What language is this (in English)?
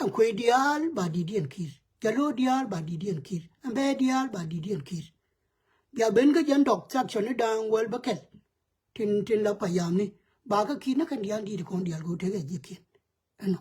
Nuer